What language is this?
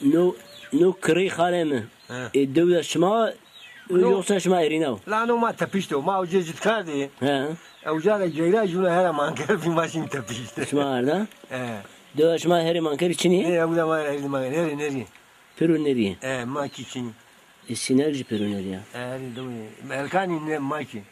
Zaza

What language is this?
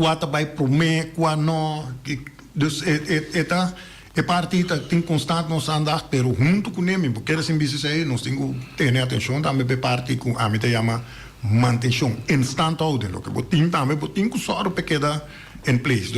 Papiamento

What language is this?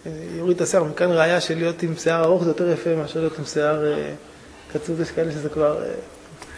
Hebrew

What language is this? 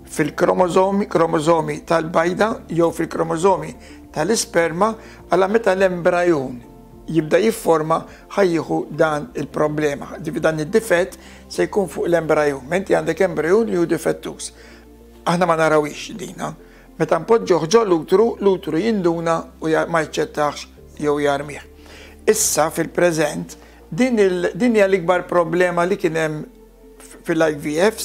Maltese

